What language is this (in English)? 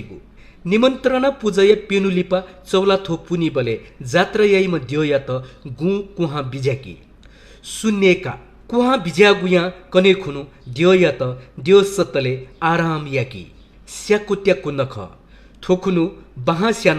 Newari